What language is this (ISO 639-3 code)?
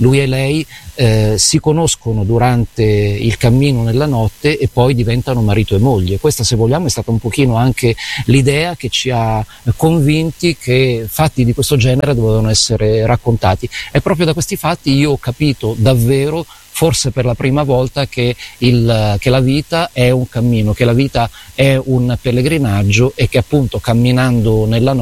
ita